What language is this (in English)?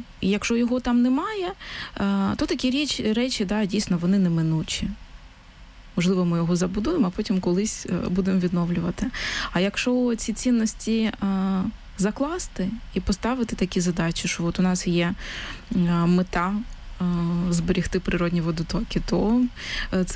Ukrainian